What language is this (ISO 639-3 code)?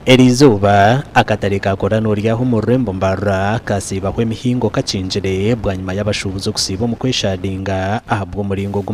nyn